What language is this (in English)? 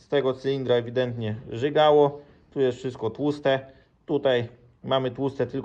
Polish